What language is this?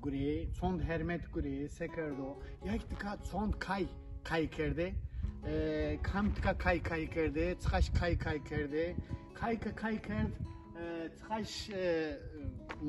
Zaza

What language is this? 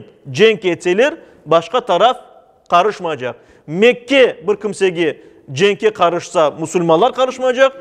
Crimean Tatar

